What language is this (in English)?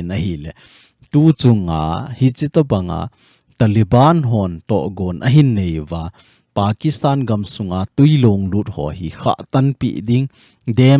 Thado Chin